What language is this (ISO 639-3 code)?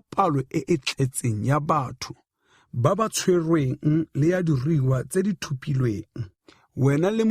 tsn